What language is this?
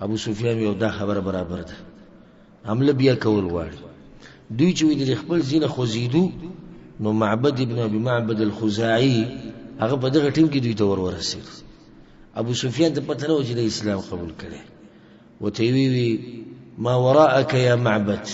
Pashto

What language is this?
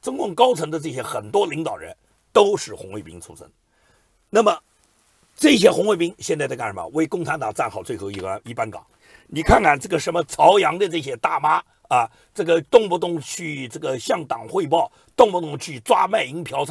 Chinese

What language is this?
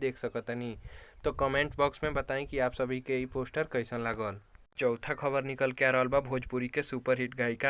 Bhojpuri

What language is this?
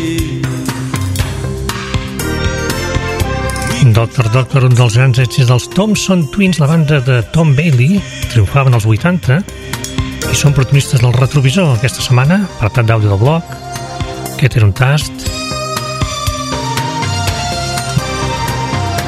Catalan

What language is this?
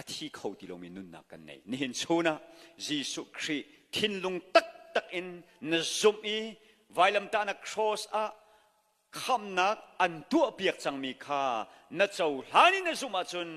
Hakha Chin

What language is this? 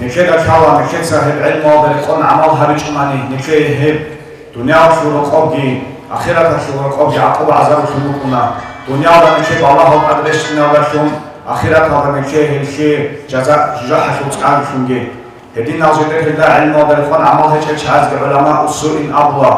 Avaric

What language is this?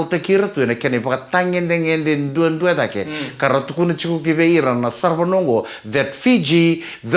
Fijian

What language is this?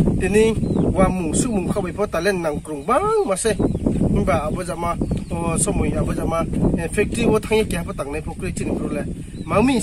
Riang (India)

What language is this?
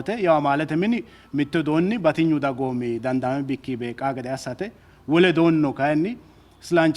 Sidamo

